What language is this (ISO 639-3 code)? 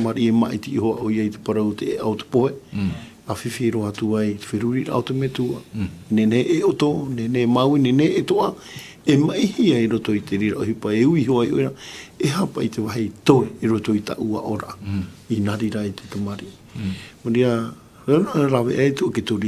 tah